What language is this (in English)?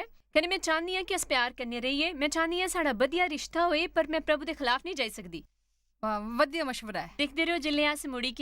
Dogri